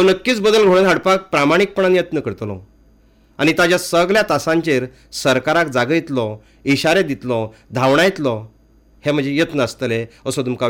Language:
Konkani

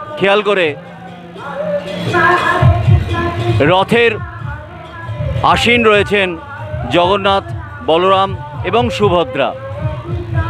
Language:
Bangla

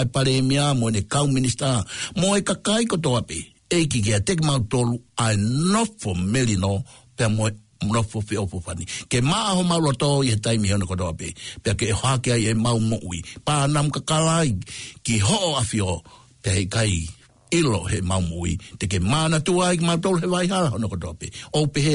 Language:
Tongan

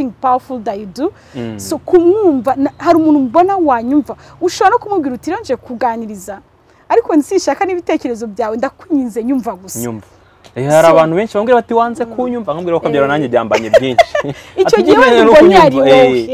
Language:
Kinyarwanda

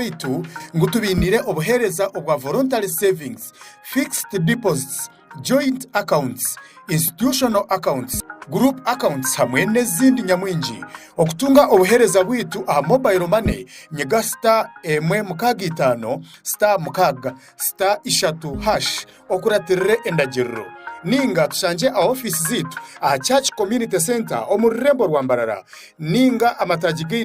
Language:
Nyankole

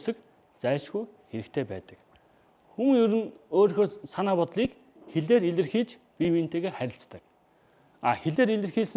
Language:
Mongolian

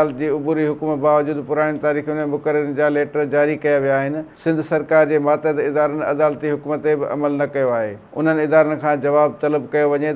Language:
Sindhi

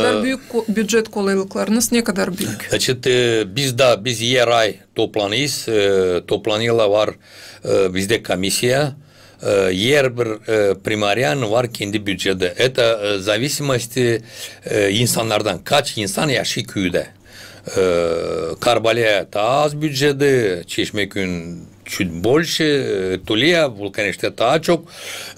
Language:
Gagauz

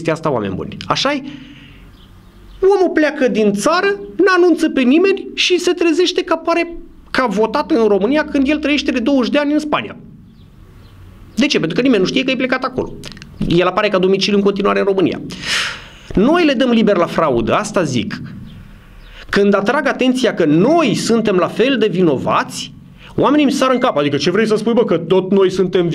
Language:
Romanian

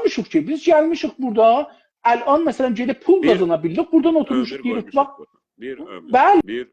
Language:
South Azerbaijani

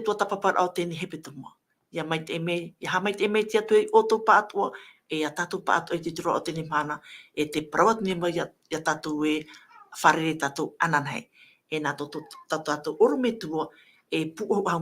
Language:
Tahitian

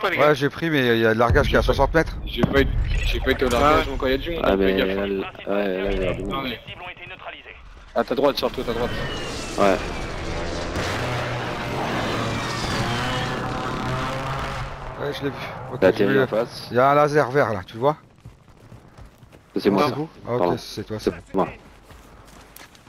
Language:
French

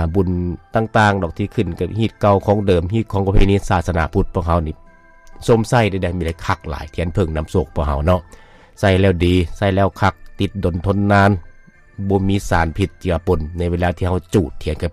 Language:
Lao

